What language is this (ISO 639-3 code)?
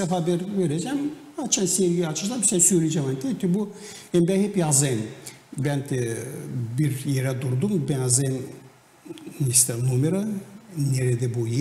gag